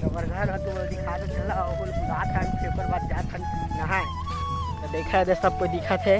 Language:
Chhattisgarhi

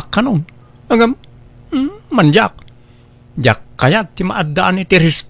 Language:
Iloko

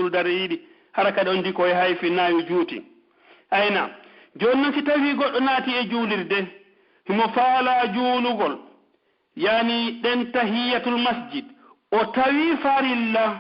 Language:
Pular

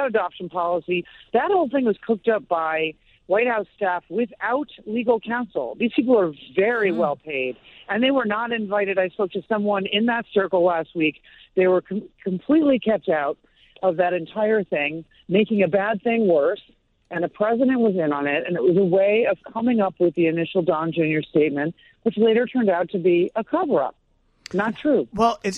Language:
English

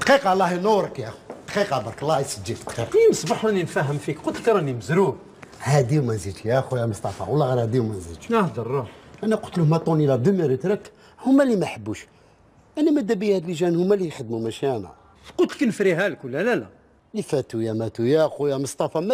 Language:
Algerian Arabic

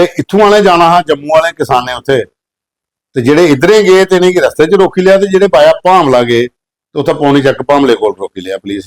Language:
Dogri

